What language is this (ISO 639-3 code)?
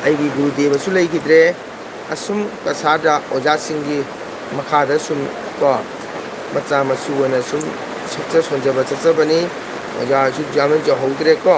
mni